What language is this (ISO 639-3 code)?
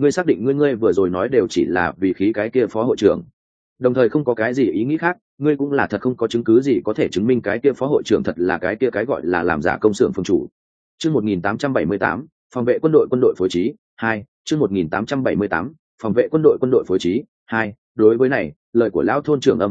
vie